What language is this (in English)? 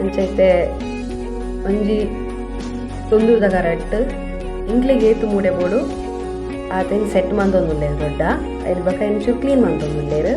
Tulu